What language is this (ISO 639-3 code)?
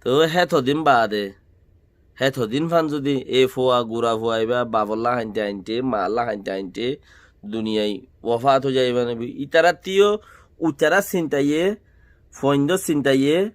rhg